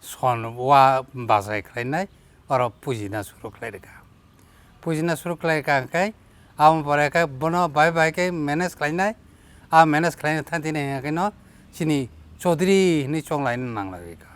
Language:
Kok Borok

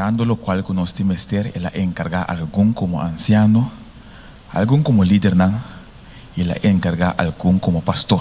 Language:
Papiamento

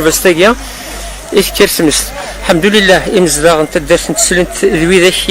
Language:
Kabyle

